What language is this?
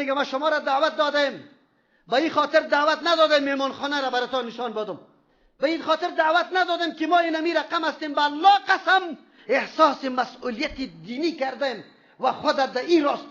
Persian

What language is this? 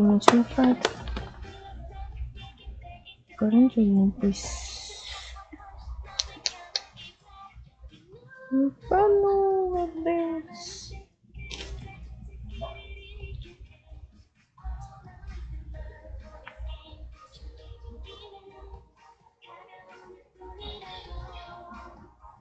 Portuguese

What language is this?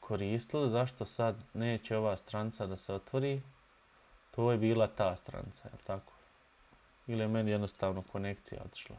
Bosnian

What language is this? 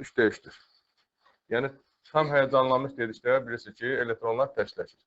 Azerbaijani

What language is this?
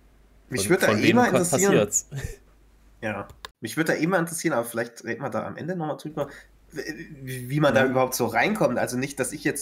German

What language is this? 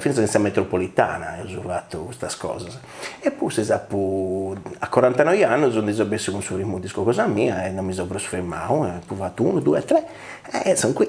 Sardinian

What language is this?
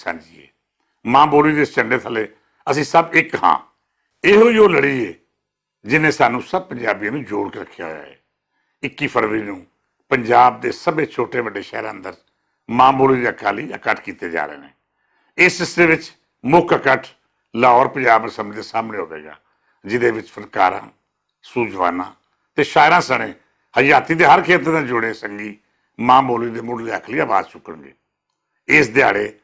Western Panjabi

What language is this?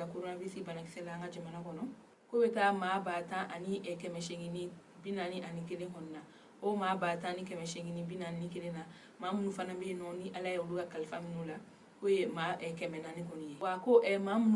Bambara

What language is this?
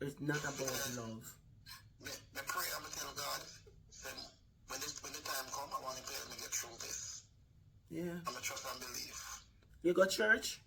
Jamaican Creole English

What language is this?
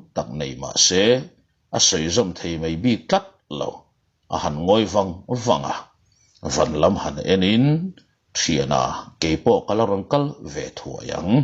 Mizo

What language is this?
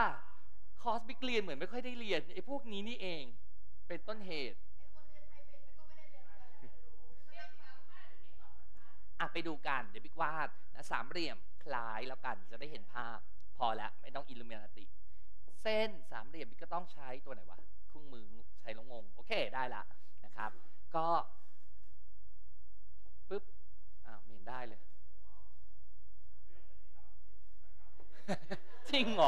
Thai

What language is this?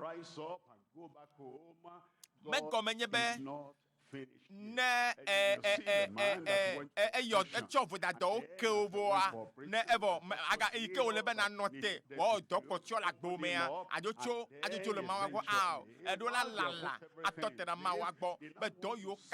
Ewe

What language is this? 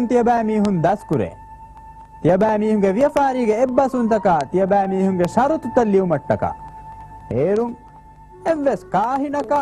Divehi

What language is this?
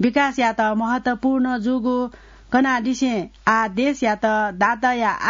Newari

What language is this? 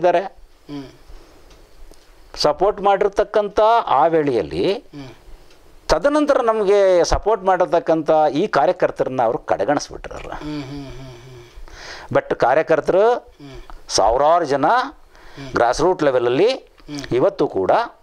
Kannada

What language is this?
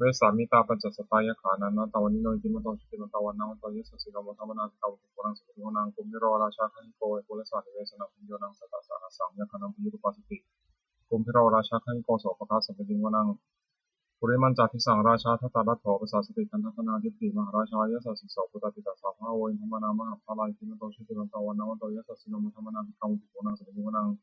Pali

